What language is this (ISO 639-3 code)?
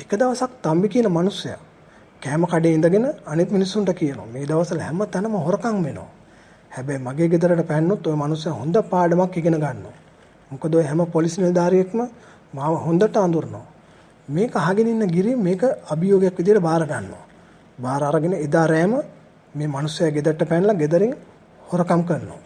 sin